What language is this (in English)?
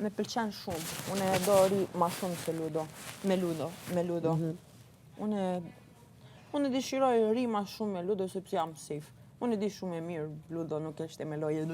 Albanian